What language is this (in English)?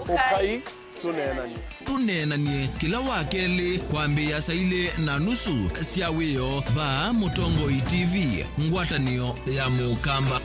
Kamba